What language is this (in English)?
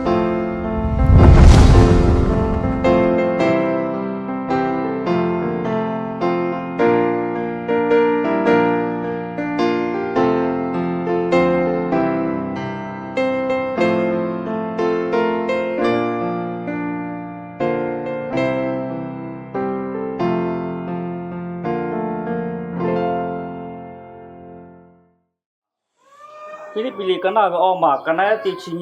Lahu